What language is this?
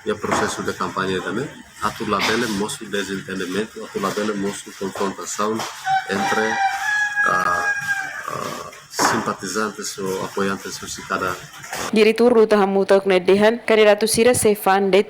Tetum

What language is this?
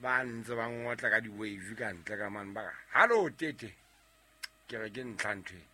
Southern Sotho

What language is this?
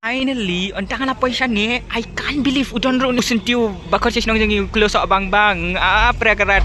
Khasi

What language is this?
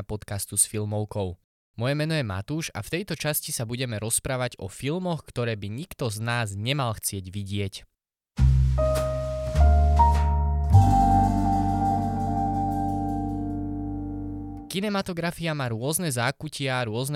Slovak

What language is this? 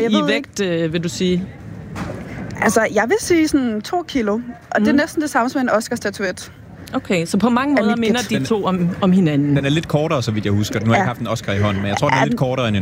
Danish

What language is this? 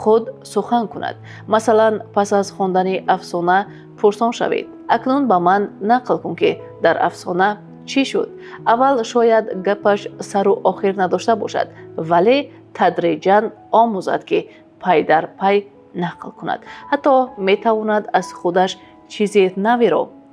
Tajik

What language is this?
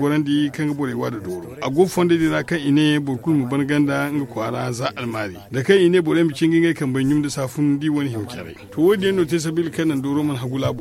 Zarma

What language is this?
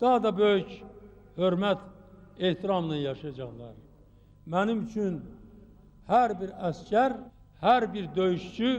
Azerbaijani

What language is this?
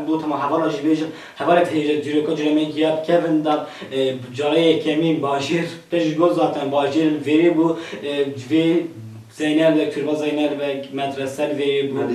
Kurdish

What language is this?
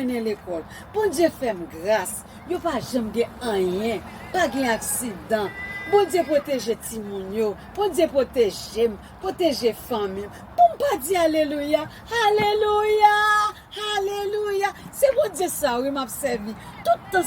Haitian Creole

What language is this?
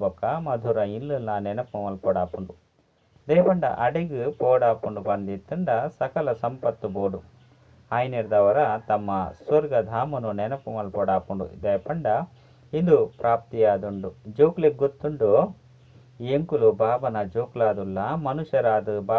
Tulu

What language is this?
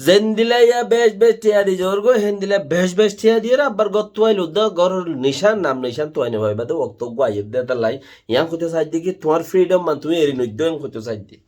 Rohingya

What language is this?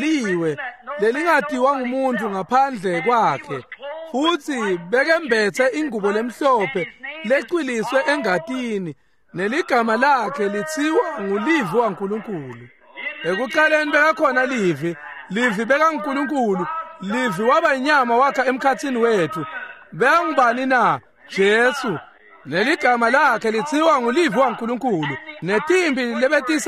Swati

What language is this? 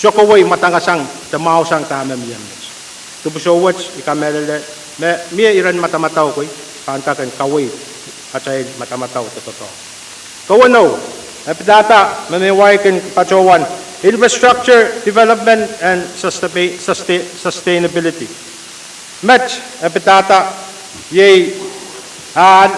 Pohnpeian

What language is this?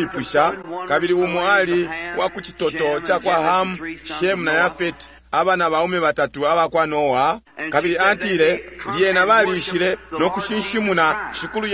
Bemba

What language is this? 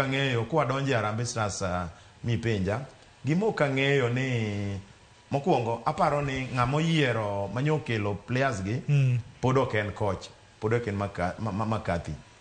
Luo (Kenya and Tanzania)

